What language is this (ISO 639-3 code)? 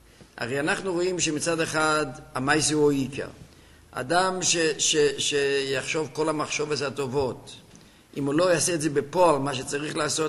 heb